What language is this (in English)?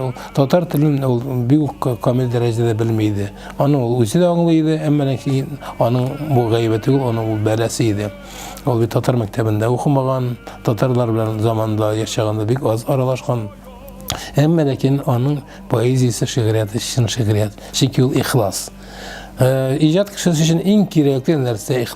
Tatar